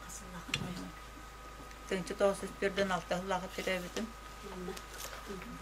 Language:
Yakut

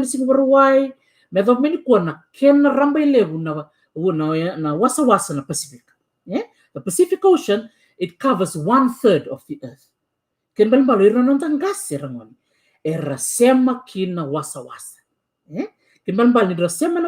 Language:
Fijian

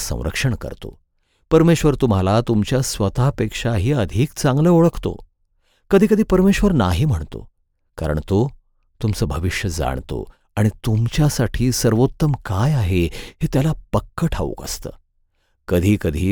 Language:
Marathi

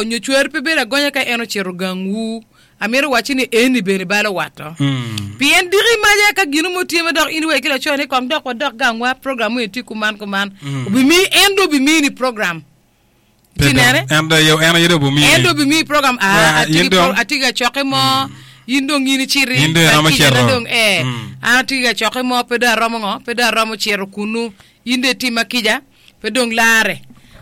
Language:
Acoli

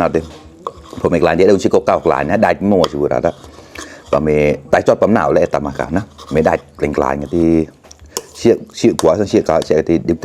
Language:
Mon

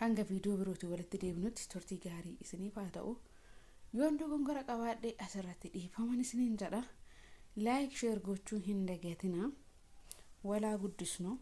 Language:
Oromo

